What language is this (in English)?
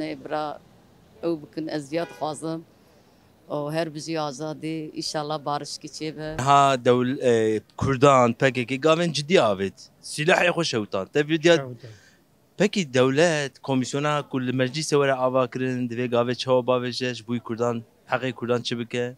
Kurdish